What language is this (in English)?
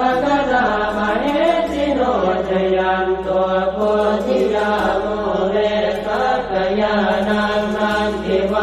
Pali